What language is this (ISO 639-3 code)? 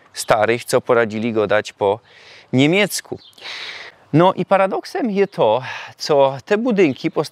szl